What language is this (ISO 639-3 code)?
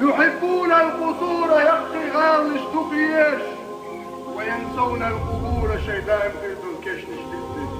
che